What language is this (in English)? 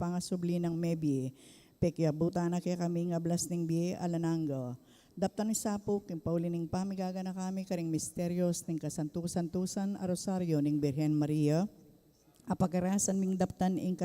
Pampanga